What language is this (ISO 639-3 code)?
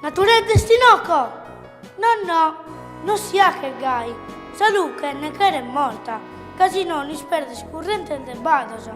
srd